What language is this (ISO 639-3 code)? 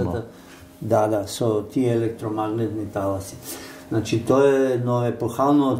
mkd